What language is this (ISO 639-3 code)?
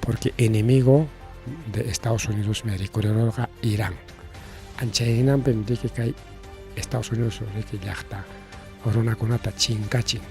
quy